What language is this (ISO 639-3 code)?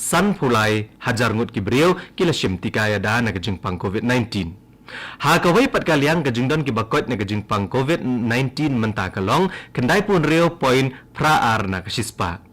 kha